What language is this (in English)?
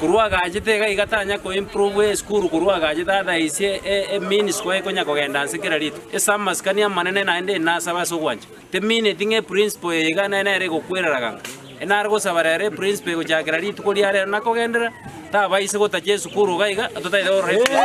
Gusii